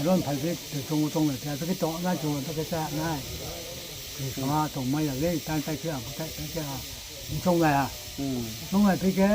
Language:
Riang (India)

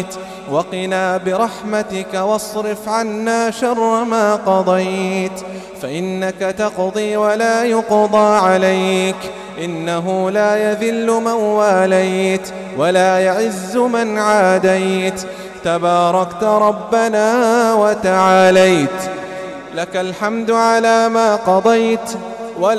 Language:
Arabic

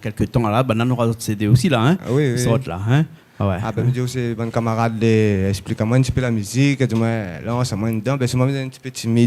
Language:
Réunion Creole French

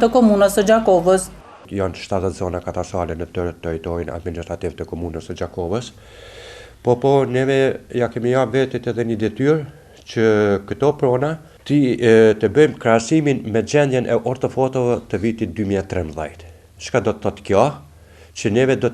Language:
Albanian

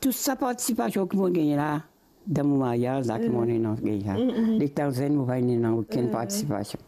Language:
Morisyen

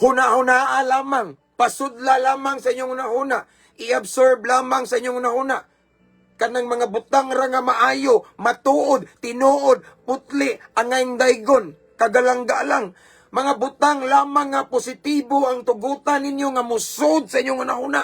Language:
Cebuano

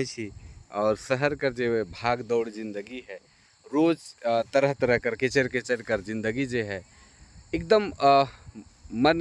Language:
Sadri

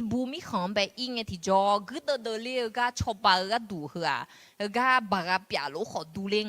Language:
Akha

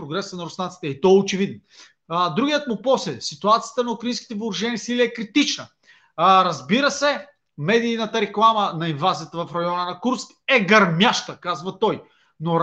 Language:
Bulgarian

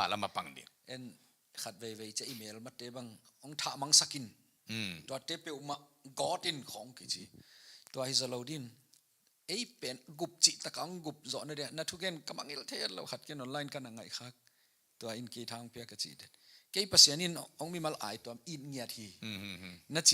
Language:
Tedim Chin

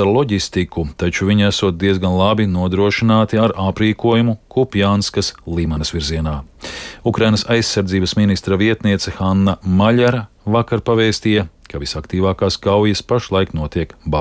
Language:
Latvian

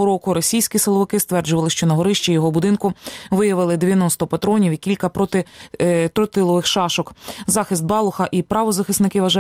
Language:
Ukrainian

